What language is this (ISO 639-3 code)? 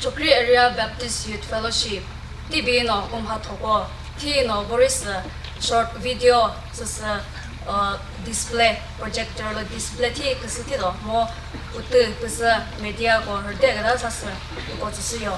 nri